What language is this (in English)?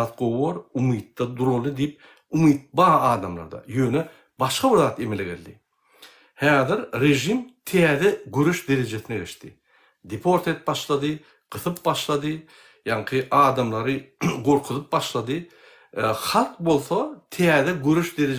Turkmen